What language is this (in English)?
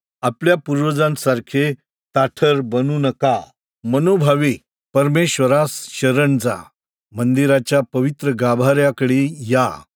Marathi